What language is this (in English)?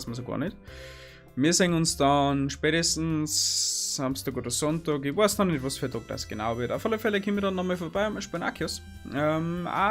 Bavarian